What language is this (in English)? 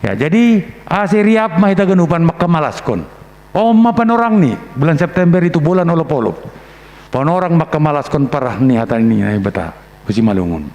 Batak Simalungun